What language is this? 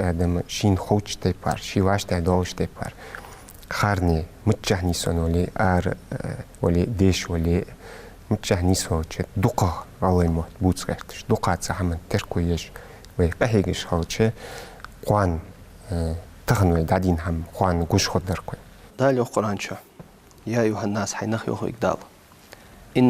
Ingush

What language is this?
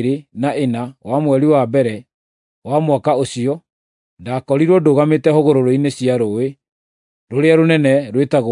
Kikuyu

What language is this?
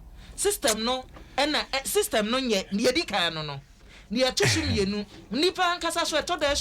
Akan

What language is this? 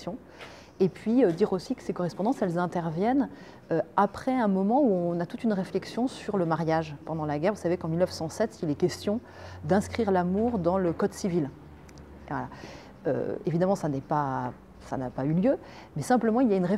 French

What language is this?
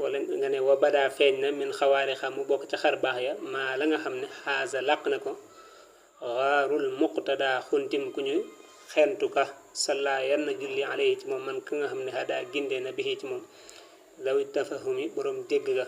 Wolof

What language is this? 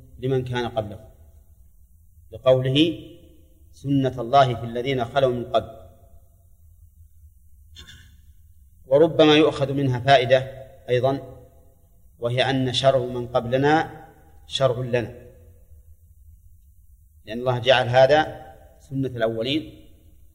Arabic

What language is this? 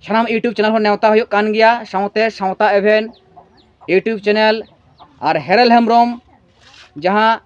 Santali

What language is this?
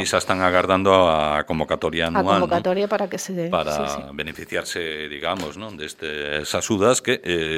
Galician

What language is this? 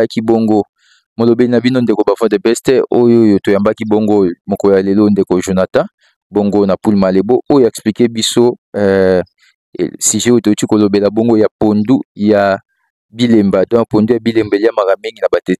Lingala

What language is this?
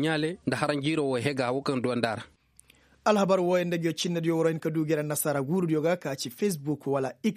Koyraboro Senni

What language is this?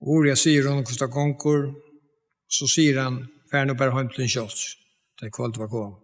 Faroese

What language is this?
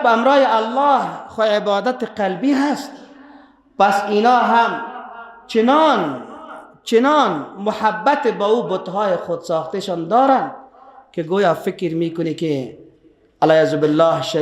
Persian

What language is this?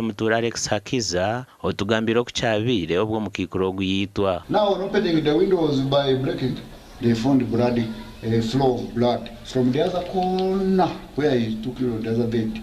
Nyankole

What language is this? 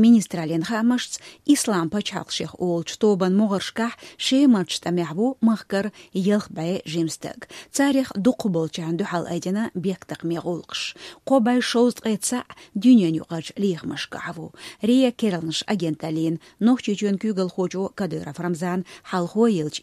Chechen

